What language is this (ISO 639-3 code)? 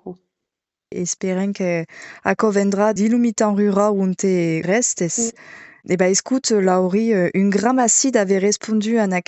oci